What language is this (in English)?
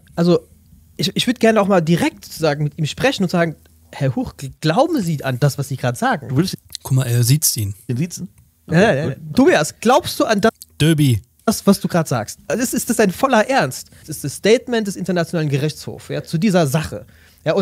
German